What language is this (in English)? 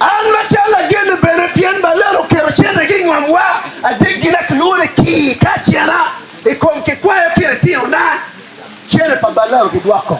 Acoli